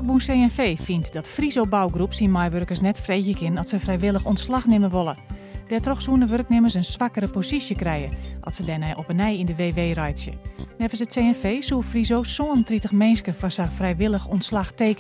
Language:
Western Frisian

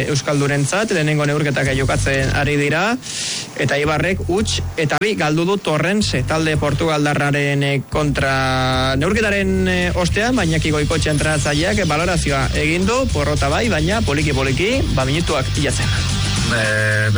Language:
Basque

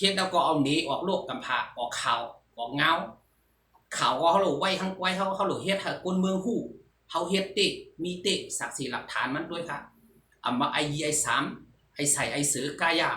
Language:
Shan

